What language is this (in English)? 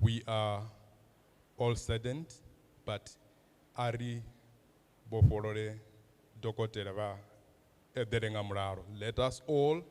Venda